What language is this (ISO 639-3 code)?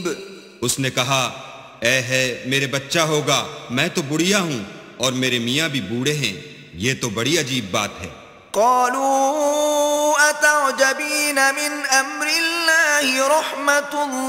urd